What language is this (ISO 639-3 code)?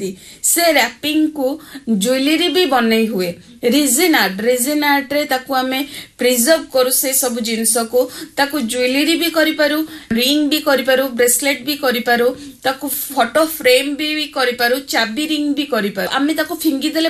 ori